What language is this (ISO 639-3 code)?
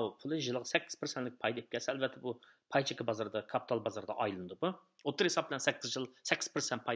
uig